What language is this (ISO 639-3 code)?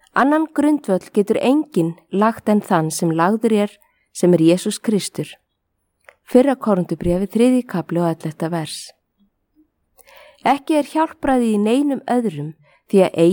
isl